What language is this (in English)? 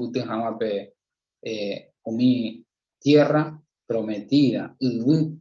Guarani